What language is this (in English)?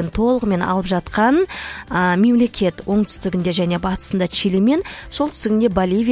Kazakh